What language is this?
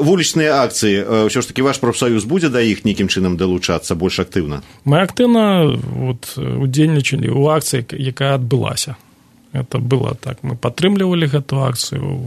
Belarusian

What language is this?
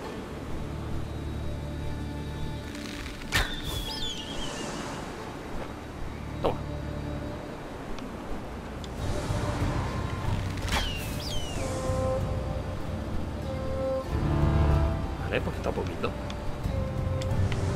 Spanish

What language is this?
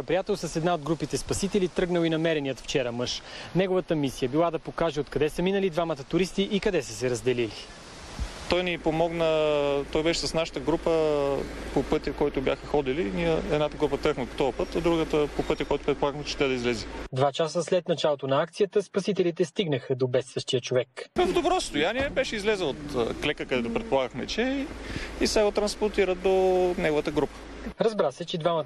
Bulgarian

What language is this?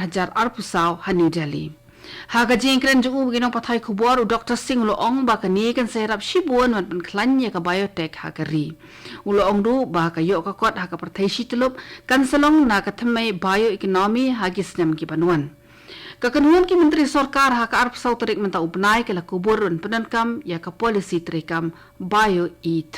Khasi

